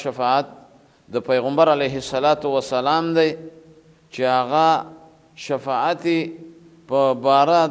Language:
Pashto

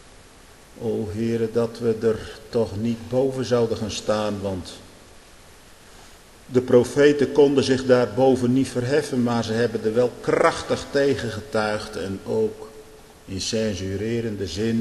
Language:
Dutch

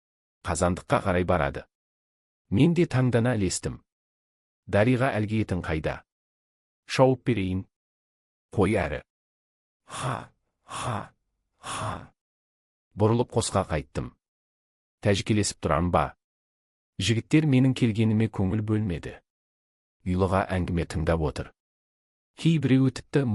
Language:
Kazakh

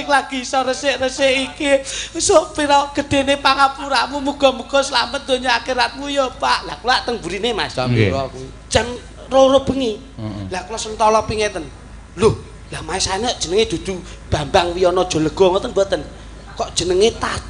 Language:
Javanese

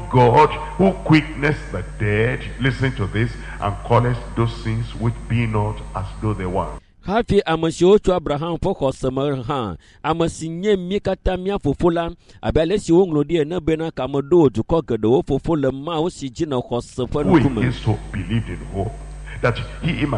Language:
Ewe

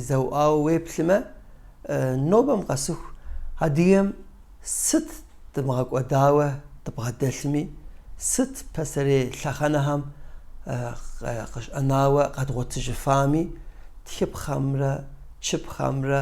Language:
Kabardian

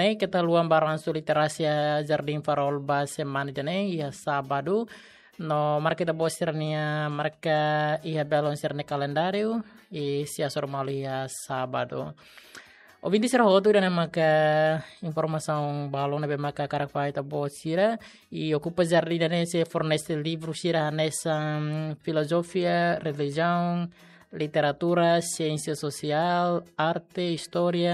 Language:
Tetum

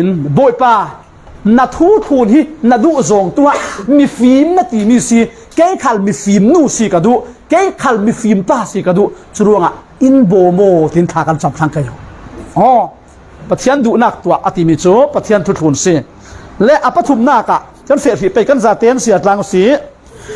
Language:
Falam Chin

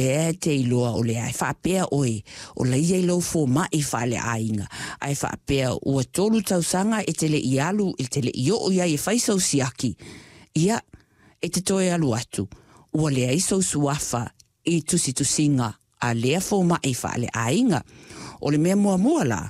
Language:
Samoan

